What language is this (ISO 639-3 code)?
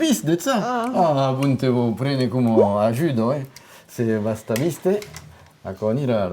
oci